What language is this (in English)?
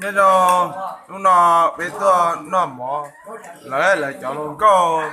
Hmong